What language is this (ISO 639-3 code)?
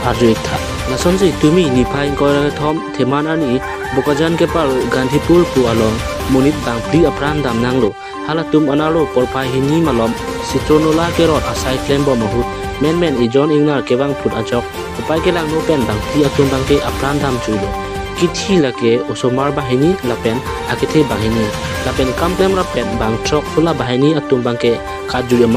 mjw